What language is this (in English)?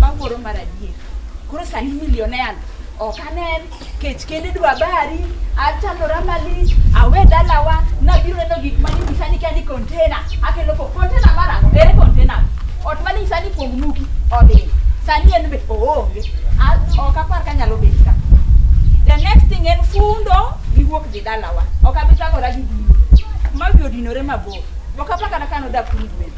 Luo (Kenya and Tanzania)